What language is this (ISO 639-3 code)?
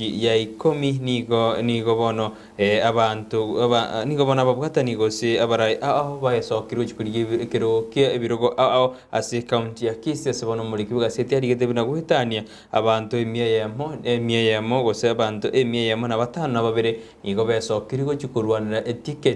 guz